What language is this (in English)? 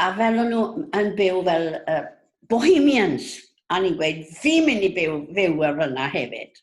Welsh